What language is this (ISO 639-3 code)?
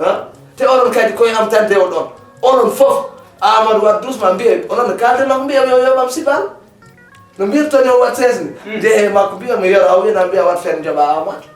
ful